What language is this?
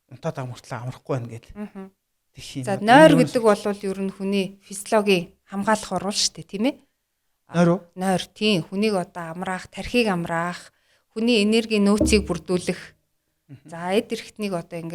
Mongolian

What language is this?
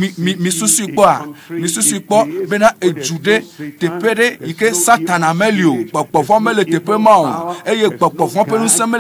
Ewe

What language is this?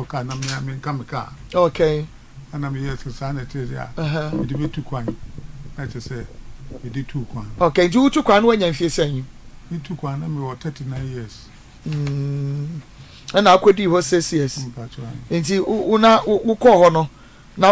Akan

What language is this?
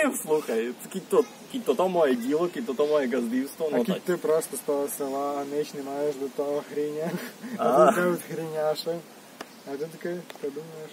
Rusyn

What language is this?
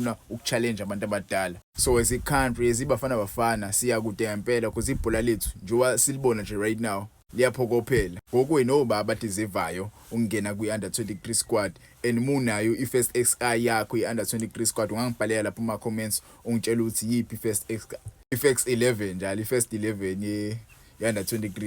Zulu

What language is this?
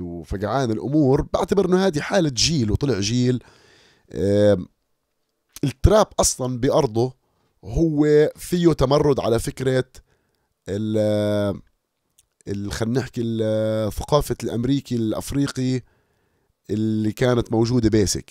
North Levantine Arabic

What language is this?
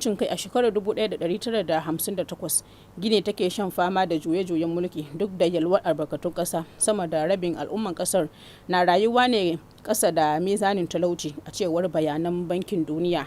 Hausa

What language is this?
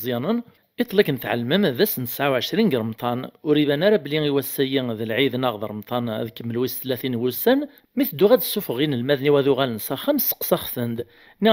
Kabyle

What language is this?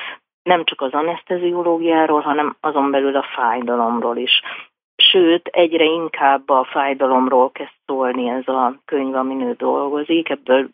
Hungarian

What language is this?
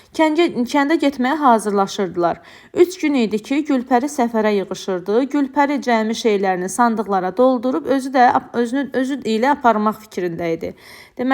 Azerbaijani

